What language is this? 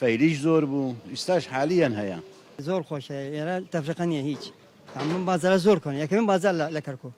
Central Kurdish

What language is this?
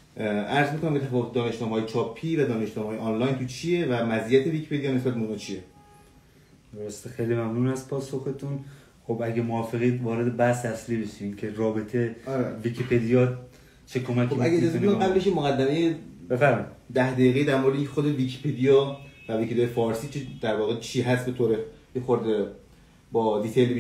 Persian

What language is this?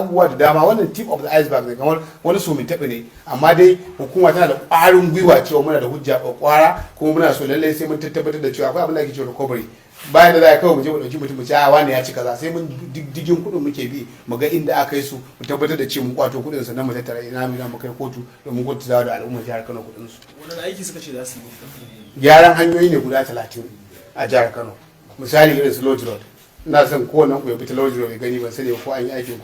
Hausa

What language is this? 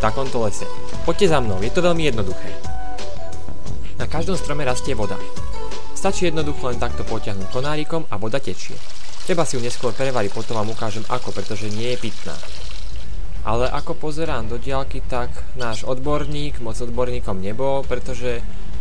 Slovak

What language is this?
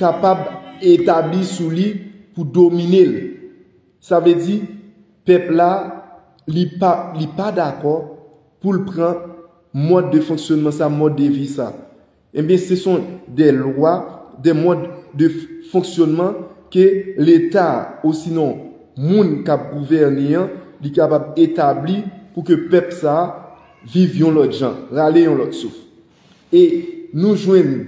Haitian Creole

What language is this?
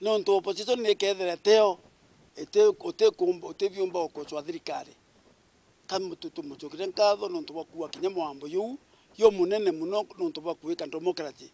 Meru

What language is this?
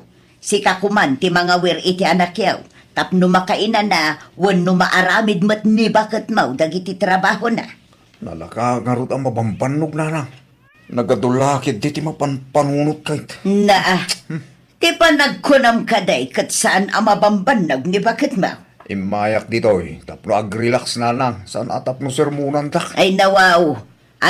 Iloko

